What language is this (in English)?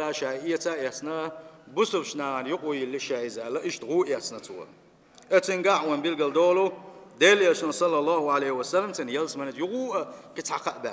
Chechen